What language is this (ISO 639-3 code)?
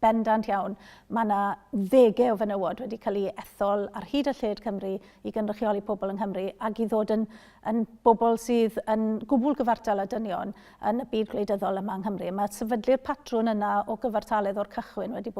cym